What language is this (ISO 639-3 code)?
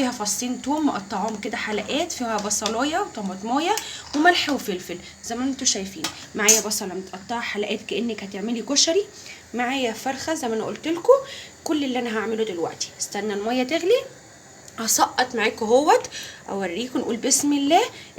arz